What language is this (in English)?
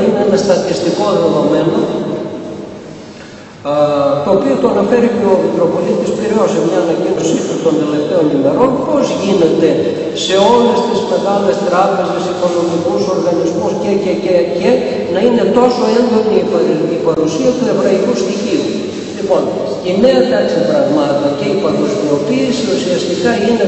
Greek